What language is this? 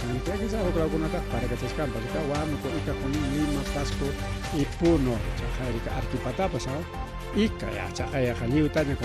Ayacucho Quechua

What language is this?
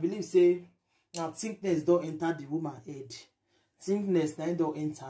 Nigerian Pidgin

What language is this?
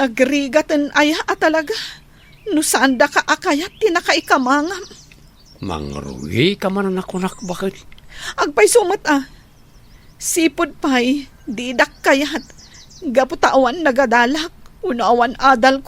Iloko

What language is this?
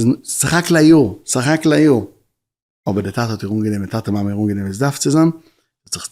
Yiddish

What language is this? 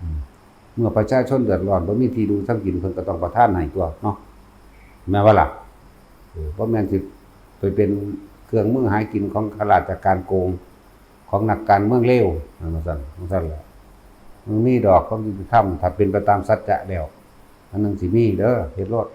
Northeastern Thai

